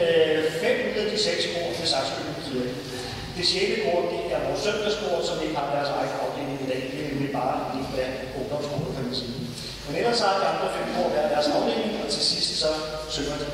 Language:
Danish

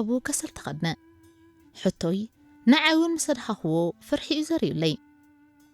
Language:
Tigrinya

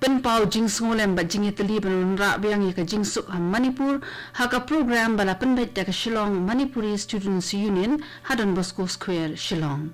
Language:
Khasi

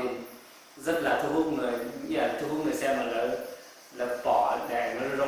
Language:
Hmong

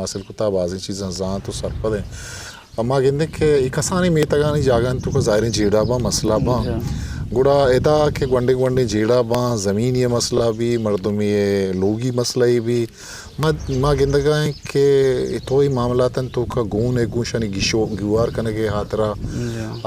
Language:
Eastern Balochi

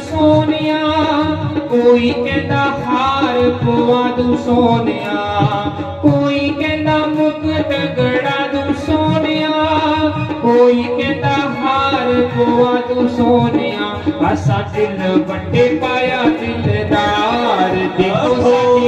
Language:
Dogri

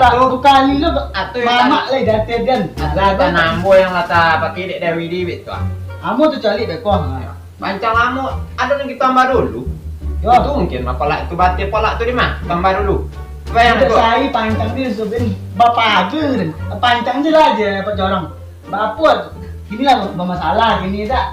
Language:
Minangkabau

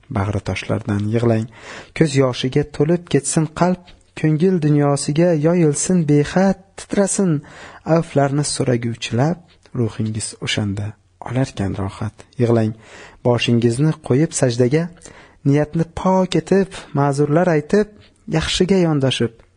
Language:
Uzbek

